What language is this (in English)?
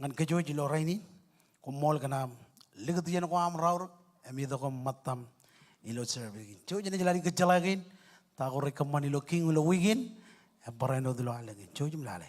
Marshallese